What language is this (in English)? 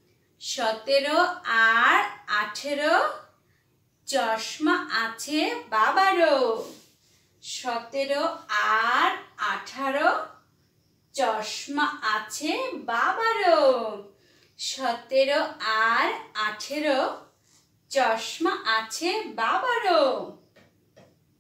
Bangla